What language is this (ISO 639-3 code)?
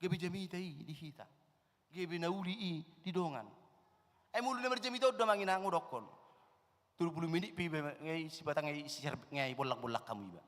bbc